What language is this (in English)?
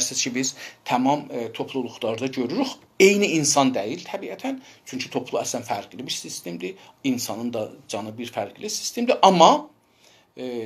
South Azerbaijani